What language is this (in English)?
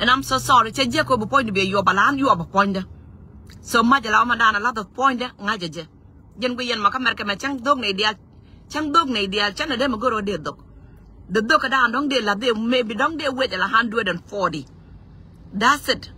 Nuer